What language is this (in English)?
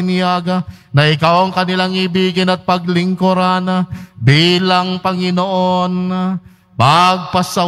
Filipino